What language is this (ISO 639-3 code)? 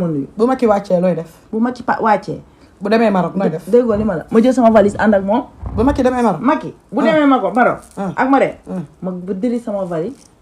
wol